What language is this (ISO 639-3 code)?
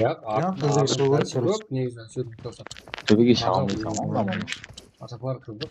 kaa